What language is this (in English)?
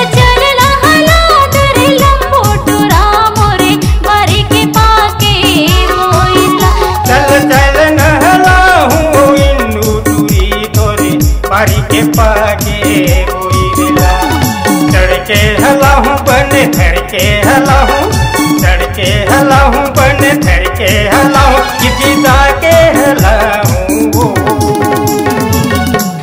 Chhattisgarhi